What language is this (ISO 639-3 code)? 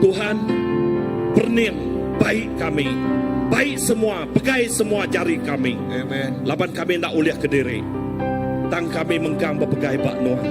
iba